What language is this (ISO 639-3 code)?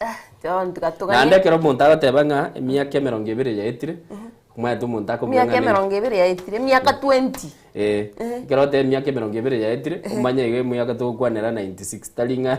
guz